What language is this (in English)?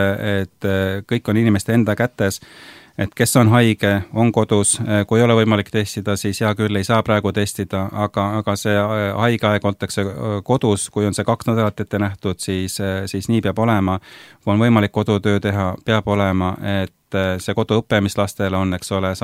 Estonian